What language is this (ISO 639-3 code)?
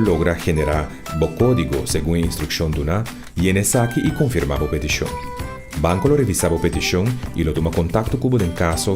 pap